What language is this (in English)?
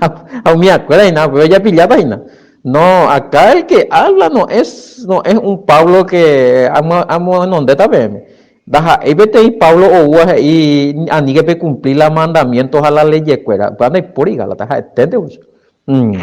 Guarani